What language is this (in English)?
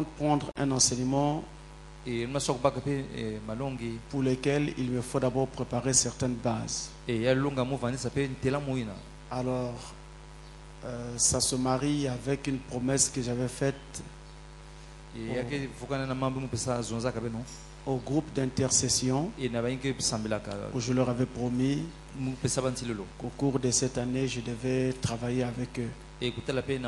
French